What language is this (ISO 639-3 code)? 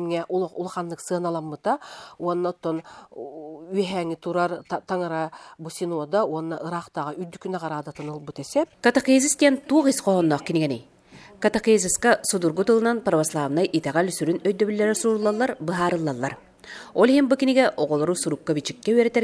sah